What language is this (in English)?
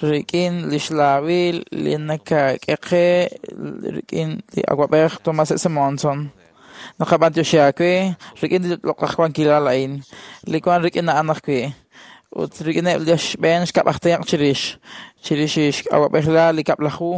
Kekchí